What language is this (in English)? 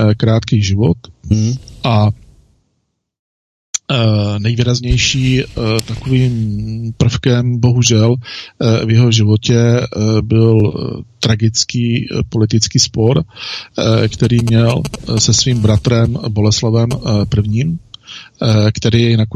Czech